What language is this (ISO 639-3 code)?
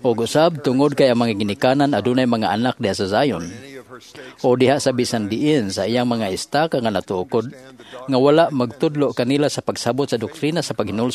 ceb